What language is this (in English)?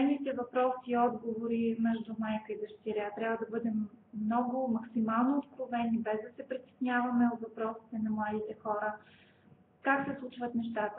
Bulgarian